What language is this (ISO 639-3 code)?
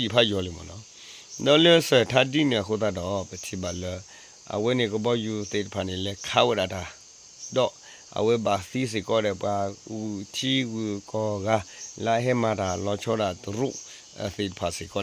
ksw